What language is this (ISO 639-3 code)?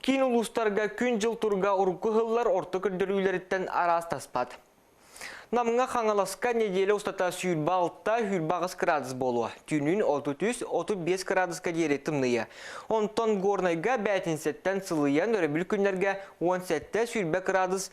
sah